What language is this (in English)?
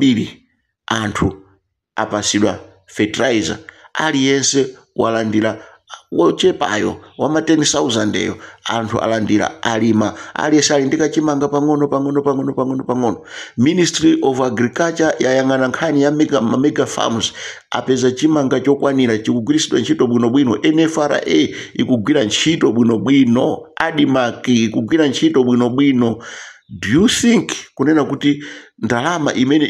Nyanja